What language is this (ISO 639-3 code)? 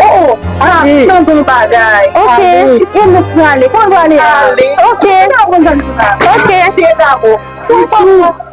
hat